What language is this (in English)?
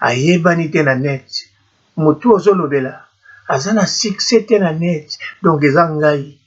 Lingala